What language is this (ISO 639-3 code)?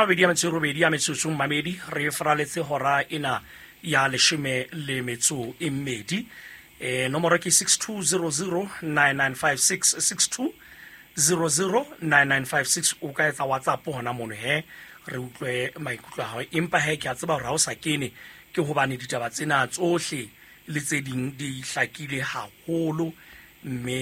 sot